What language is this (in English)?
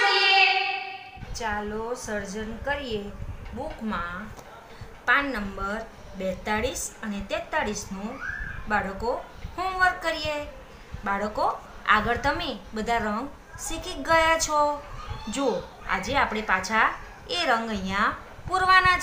Gujarati